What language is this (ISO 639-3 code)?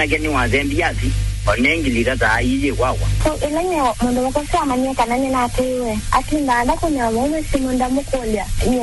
kam